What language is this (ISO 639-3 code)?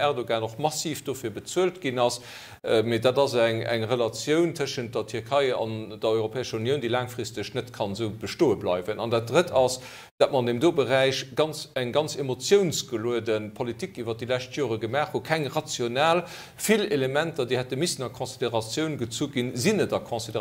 ltz